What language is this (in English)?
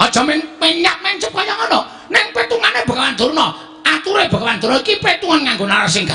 Javanese